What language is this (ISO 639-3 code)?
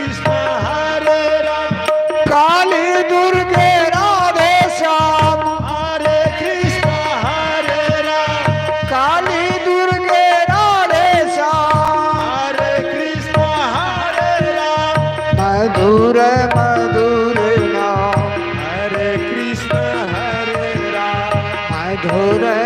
mai